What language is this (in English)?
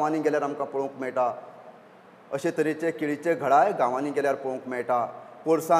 Konkani